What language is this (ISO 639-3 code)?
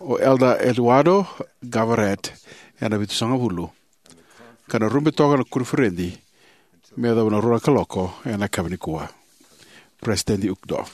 fij